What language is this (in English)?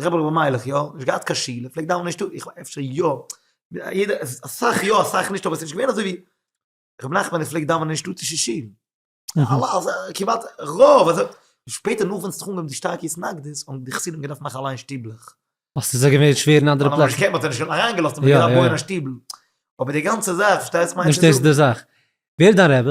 Yiddish